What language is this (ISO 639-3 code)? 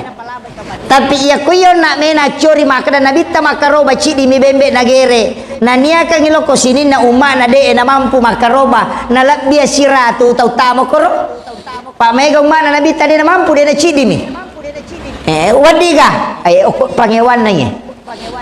bug